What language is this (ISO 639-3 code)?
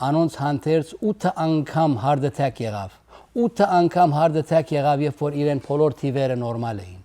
hyw